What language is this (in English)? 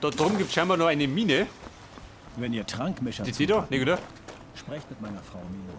Bavarian